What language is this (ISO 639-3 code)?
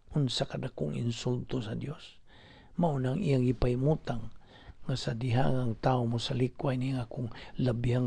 ceb